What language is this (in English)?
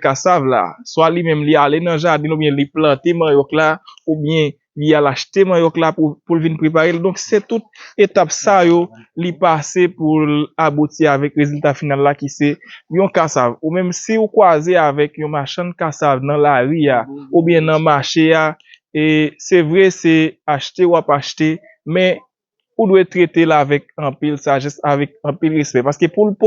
Haitian Creole